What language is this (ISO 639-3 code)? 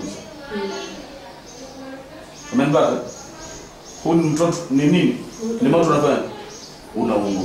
swa